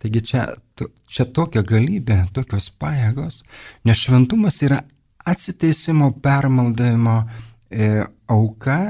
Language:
Lithuanian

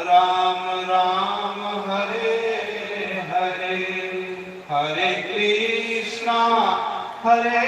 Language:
Dogri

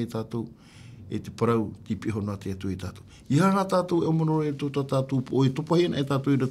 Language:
Tahitian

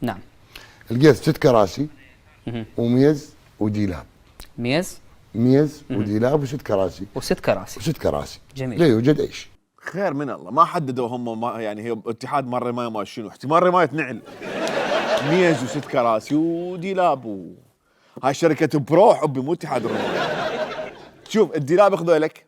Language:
Mesopotamian Arabic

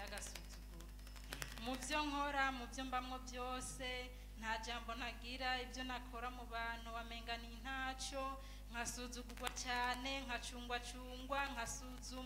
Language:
Rundi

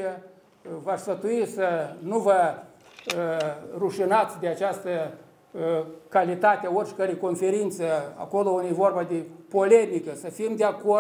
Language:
Romanian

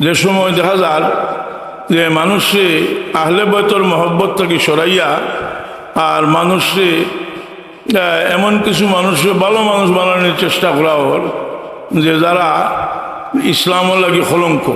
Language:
Sylheti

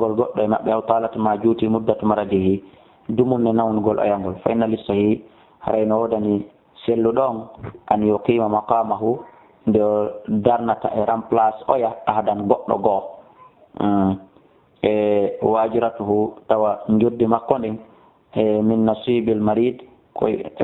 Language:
Fula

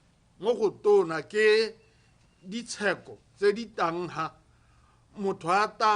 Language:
Tswana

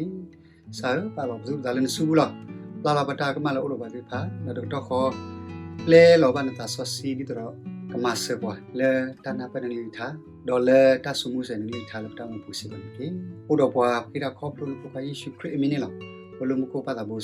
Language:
S'gaw Karen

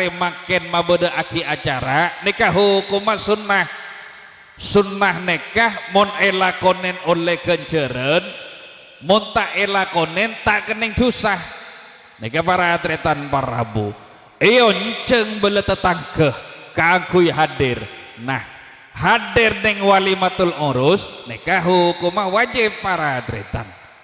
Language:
Madurese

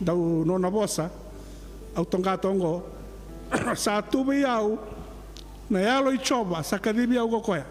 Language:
Fijian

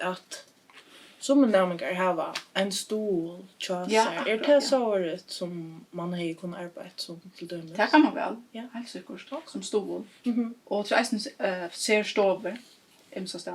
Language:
Faroese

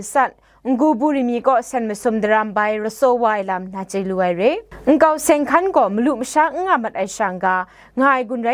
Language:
Kachin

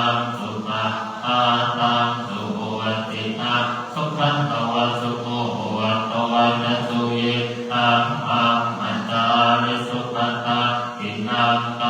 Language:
Pali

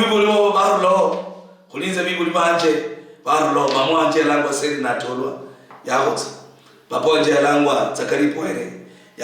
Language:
Luyia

